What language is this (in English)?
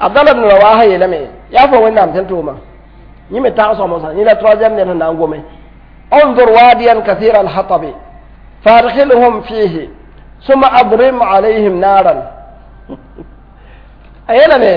Mossi